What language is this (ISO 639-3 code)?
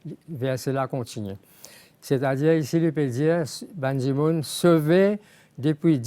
mfe